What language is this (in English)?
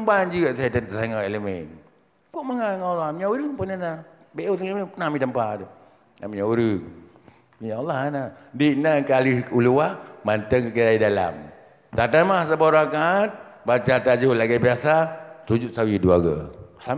Achinese